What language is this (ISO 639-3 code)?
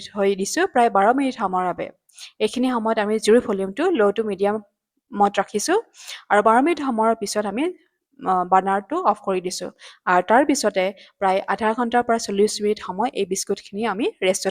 asm